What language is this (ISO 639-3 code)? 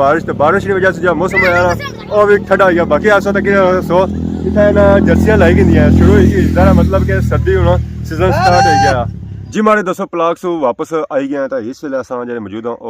phr